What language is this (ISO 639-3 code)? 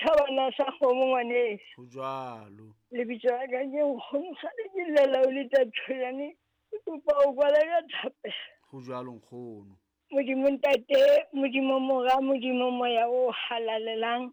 sot